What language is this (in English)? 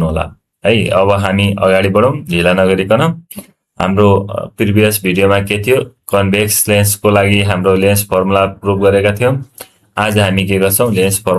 Nepali